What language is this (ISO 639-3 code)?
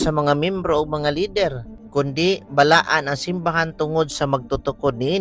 ceb